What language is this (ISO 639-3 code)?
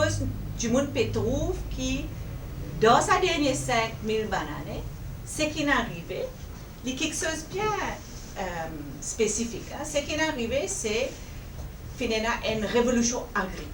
mfe